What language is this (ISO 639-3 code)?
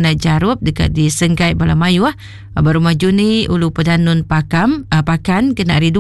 iba